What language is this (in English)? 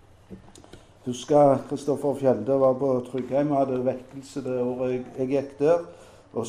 Norwegian